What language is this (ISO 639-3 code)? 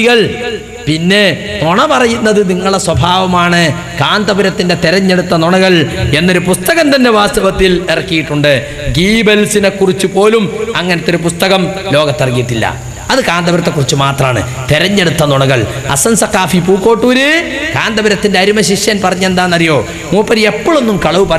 mal